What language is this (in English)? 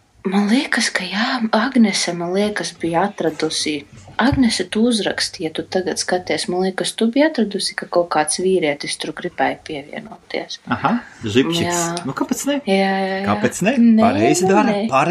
Latvian